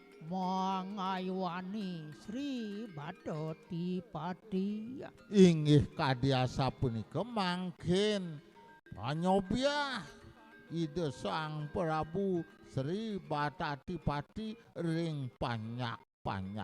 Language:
Balinese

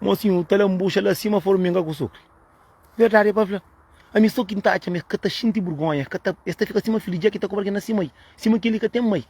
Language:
Kabuverdianu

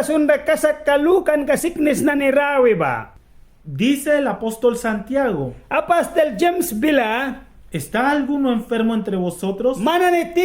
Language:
Mískito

